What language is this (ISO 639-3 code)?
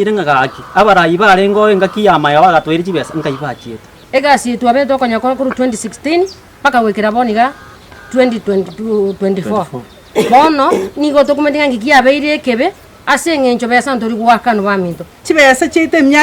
guz